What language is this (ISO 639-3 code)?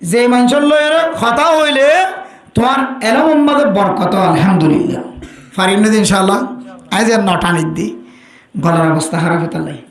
rhg